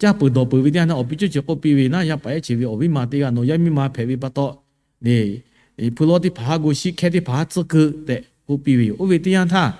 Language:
Lahu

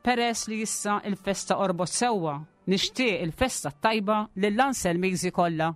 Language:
Maltese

